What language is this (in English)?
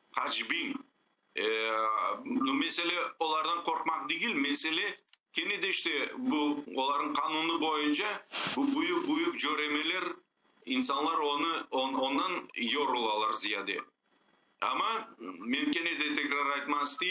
Crimean Tatar